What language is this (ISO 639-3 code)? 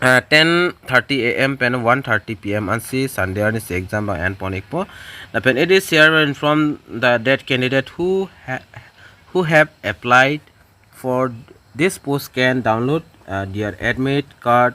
mjw